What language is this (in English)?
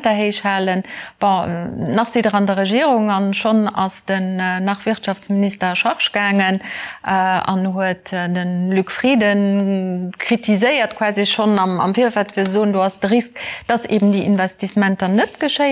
Luxembourgish